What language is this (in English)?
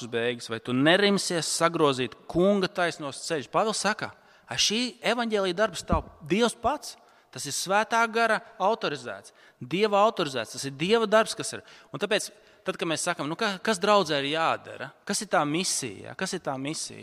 Latvian